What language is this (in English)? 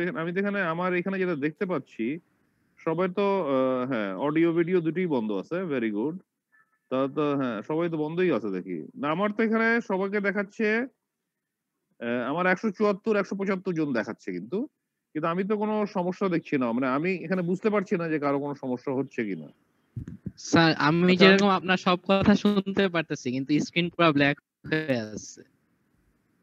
Bangla